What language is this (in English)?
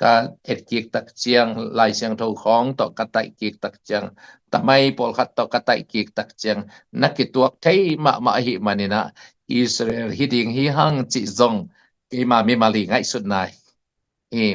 Tedim Chin